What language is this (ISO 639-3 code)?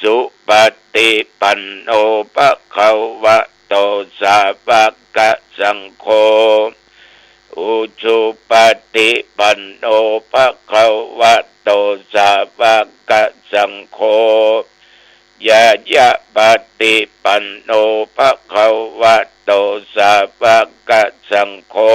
pli